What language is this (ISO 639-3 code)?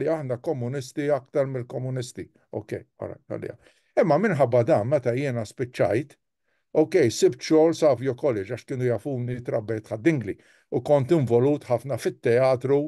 mlt